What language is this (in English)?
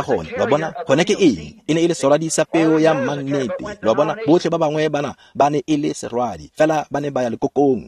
Tswana